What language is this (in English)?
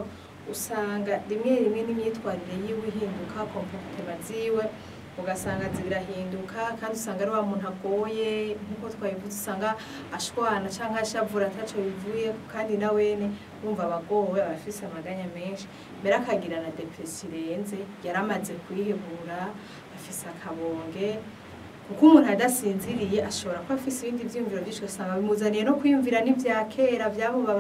Rundi